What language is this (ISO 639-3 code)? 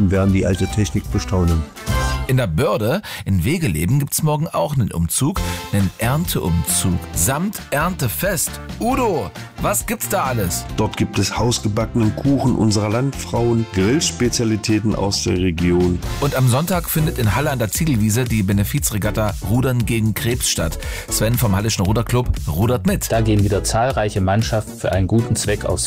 deu